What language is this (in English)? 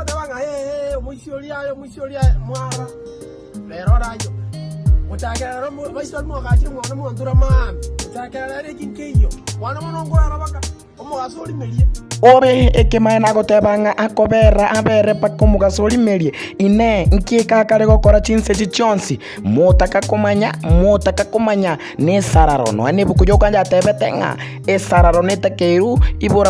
Gusii